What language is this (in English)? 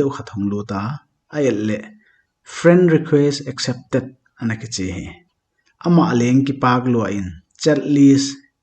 Paite Chin